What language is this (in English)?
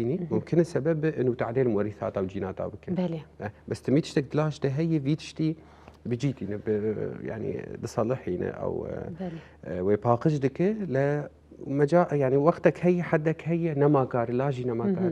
Kurdish